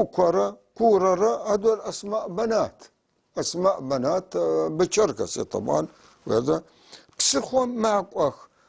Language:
North Levantine Arabic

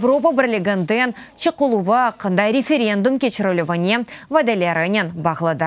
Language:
Crimean Tatar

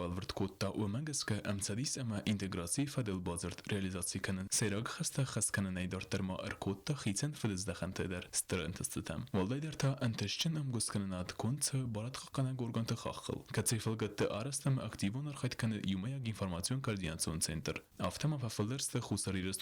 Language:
Ossetic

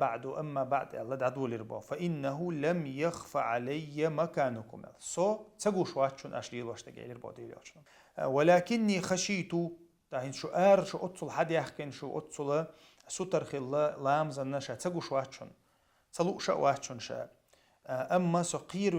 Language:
Chechen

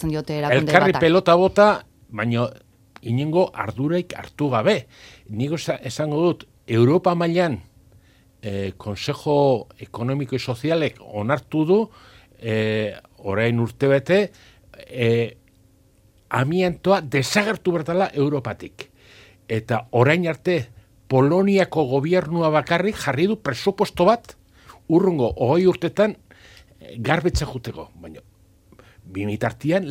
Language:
Basque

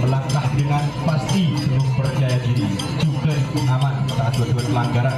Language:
Madurese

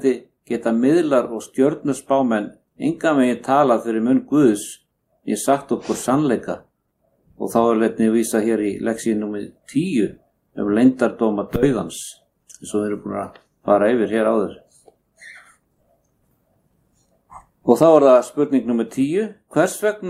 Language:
Icelandic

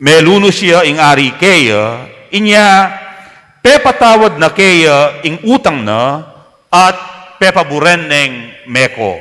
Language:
Pampanga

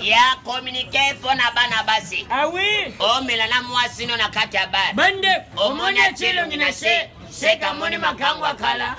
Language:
Lingala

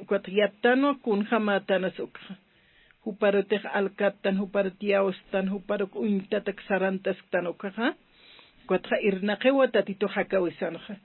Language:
Aymara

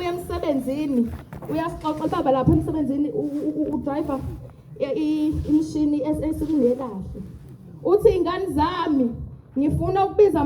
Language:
Zulu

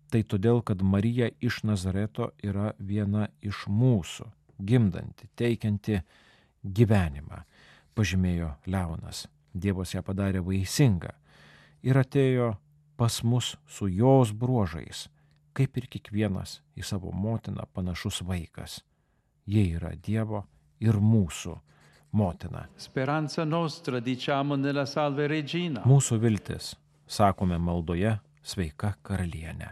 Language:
Lithuanian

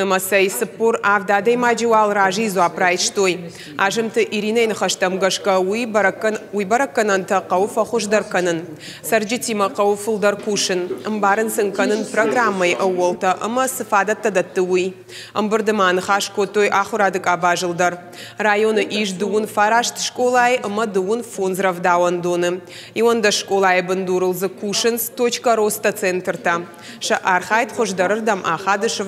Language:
Ossetic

